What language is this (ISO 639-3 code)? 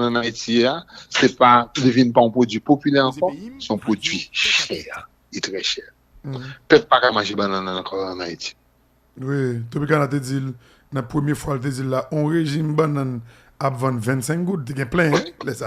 hat